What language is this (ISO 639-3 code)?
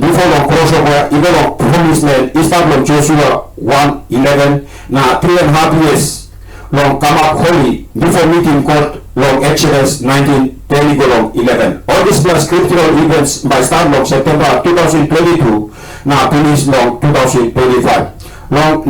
tpi